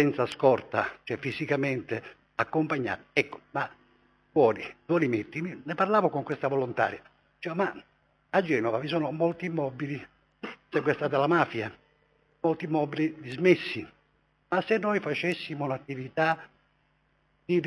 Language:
Italian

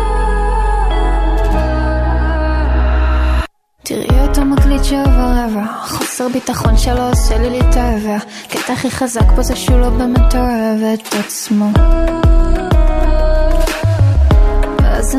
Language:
Hebrew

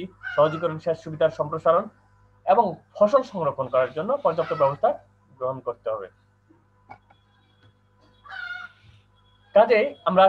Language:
Bangla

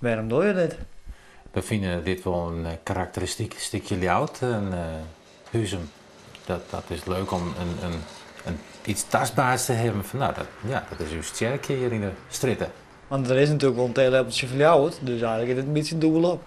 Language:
Western Frisian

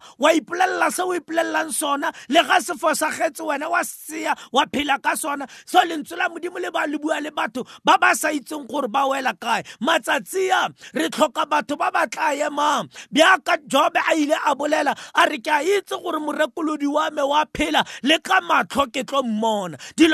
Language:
Tswana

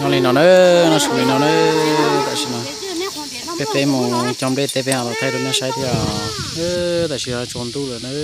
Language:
Hmong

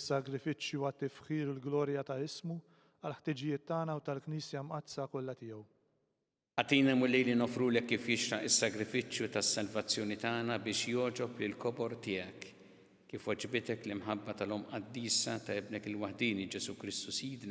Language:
Maltese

